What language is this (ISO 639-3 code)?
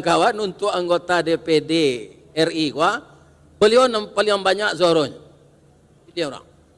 min